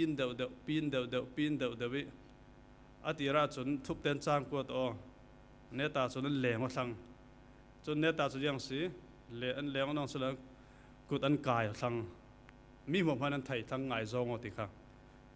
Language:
Falam Chin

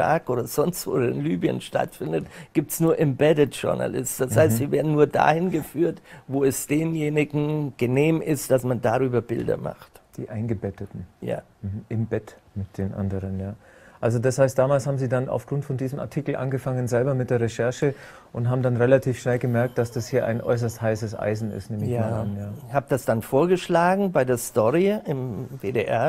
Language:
German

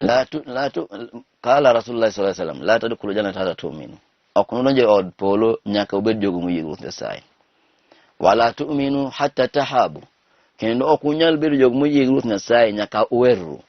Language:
Luo (Kenya and Tanzania)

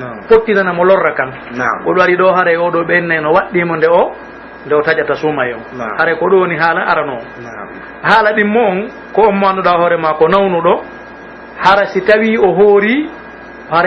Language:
Pular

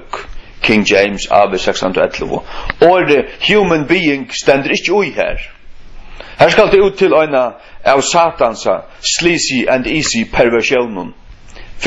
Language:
Faroese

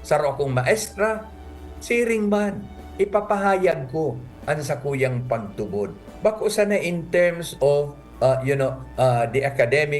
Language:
Bikol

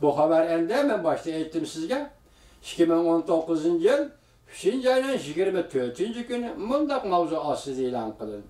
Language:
Uyghur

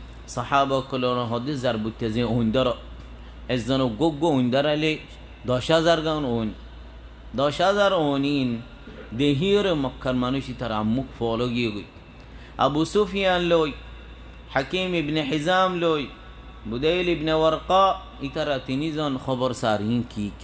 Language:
Rohingya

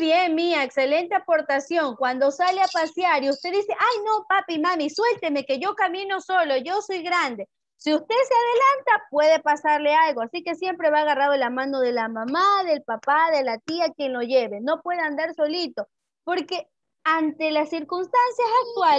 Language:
Spanish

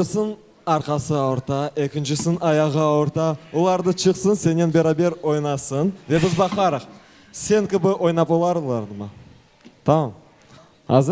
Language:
Crimean Tatar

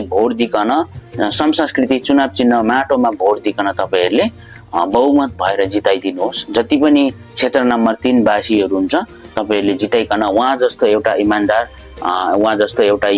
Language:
Nepali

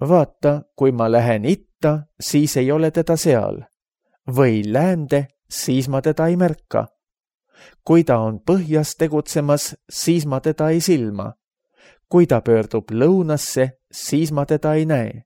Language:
Estonian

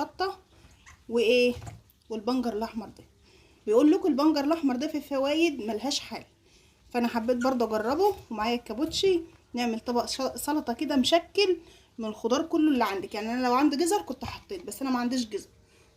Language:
Egyptian Arabic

